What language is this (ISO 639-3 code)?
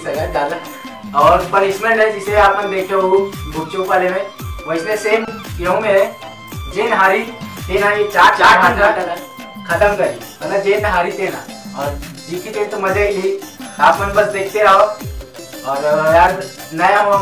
hne